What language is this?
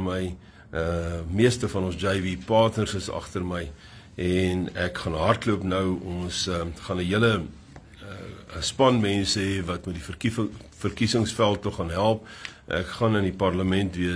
Afrikaans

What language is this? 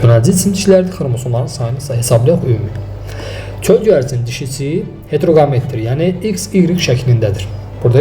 Azerbaijani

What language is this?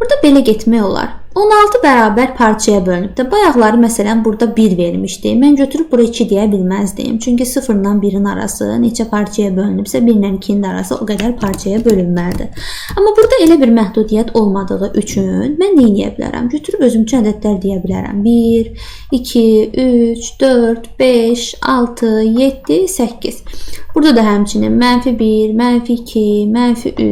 Azerbaijani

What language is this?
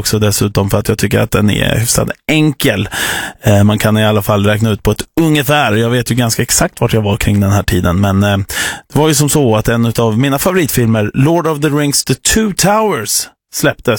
Swedish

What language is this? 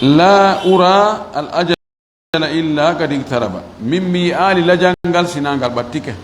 Fula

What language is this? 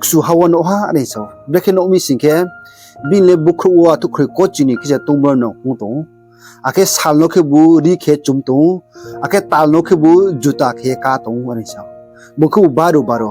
Riang (India)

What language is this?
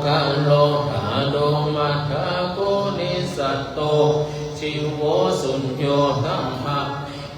Pali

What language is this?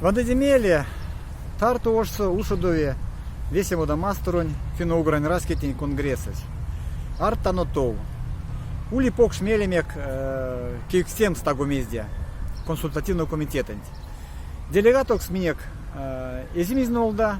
Erzya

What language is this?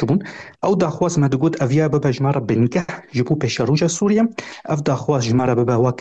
Kurdish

